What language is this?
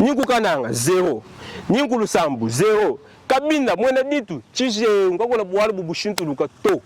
Luba-Lulua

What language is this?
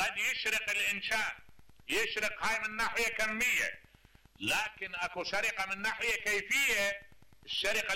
Mesopotamian Arabic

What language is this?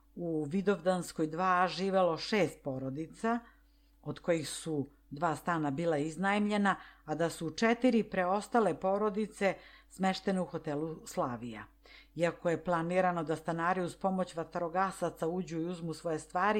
Serbian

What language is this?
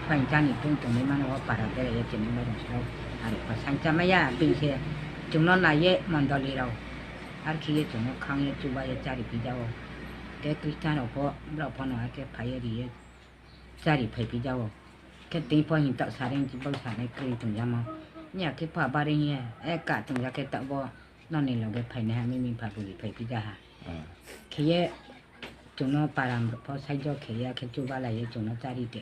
Riang (India)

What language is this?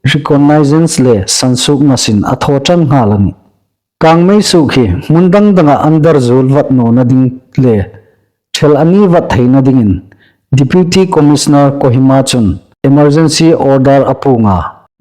Hmar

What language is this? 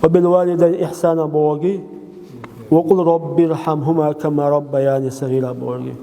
Chechen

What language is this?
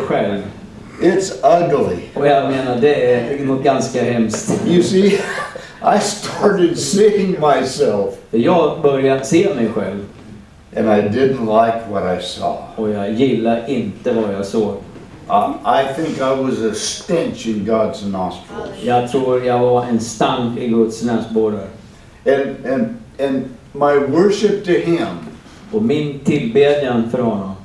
Swedish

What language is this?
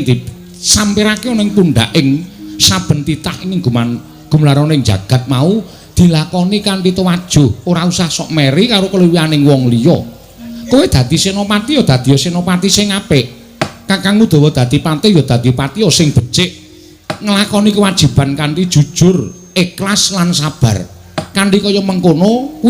Javanese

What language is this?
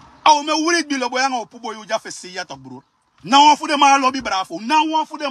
Sranan Tongo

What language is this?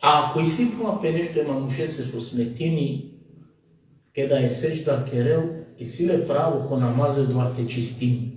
Balkan Romani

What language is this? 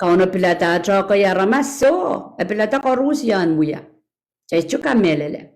Pohnpeian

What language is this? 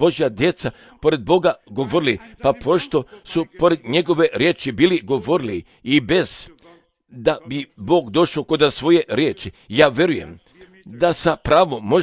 Serbian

